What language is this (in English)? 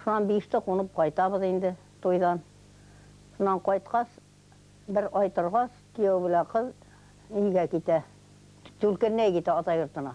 Bashkir